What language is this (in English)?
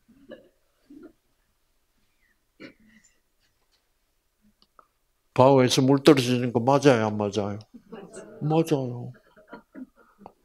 Korean